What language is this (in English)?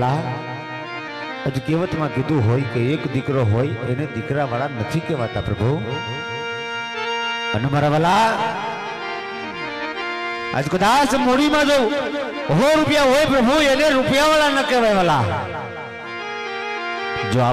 Gujarati